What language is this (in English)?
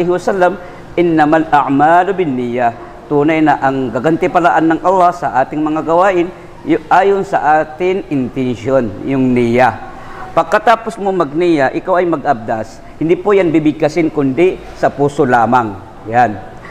Maranao